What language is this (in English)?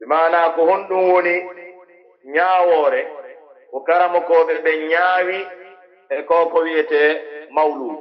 Pular